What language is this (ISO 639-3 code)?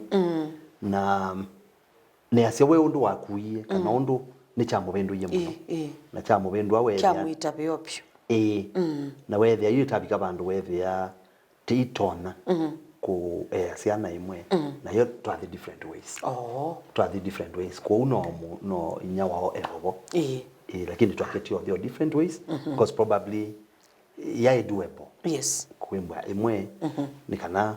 kam